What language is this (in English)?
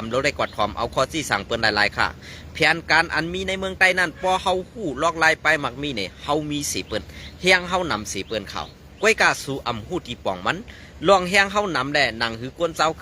Shan